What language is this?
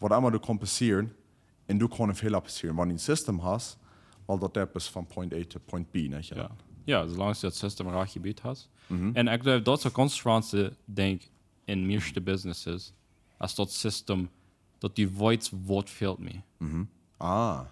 Plautdietsch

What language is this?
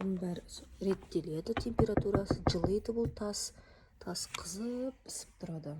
Kazakh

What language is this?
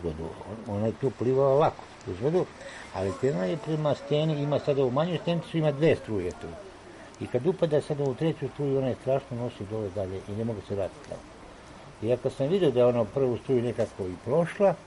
Serbian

